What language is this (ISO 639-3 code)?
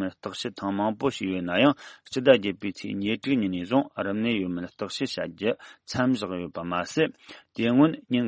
bod